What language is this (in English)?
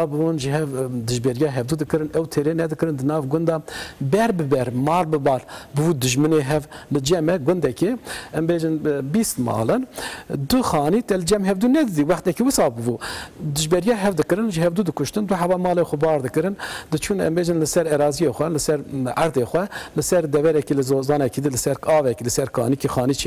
Kurdish